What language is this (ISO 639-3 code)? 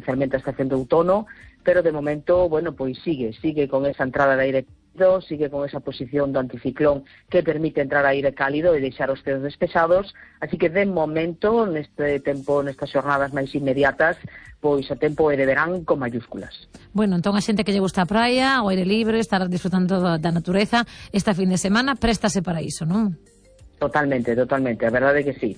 glg